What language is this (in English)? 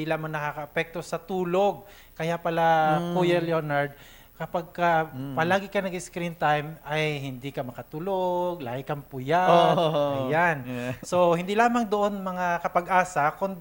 Filipino